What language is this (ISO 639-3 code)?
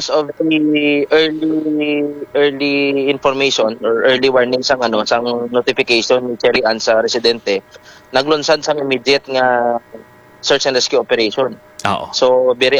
hil